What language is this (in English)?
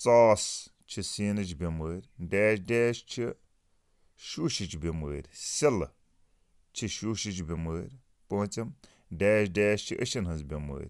Kashmiri